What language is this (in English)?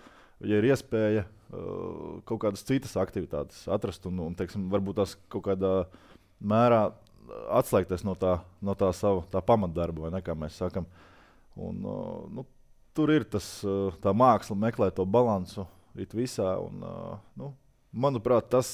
Latvian